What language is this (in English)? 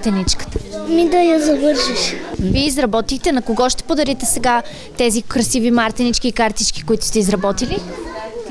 Bulgarian